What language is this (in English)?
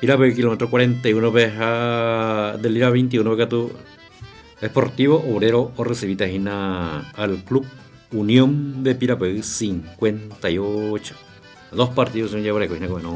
Guarani